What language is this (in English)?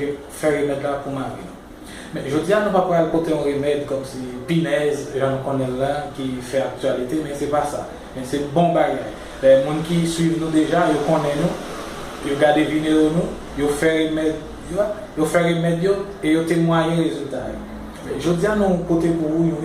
Haitian Creole